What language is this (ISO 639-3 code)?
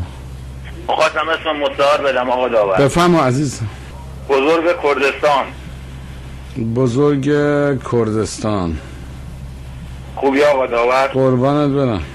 fas